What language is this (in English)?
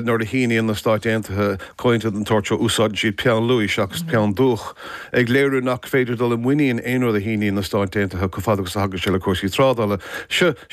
Irish